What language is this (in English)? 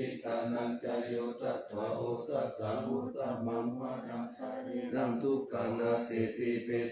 Pali